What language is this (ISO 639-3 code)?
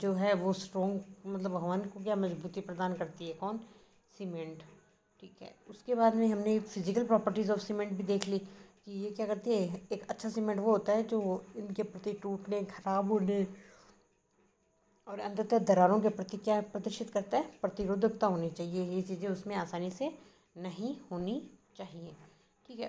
hin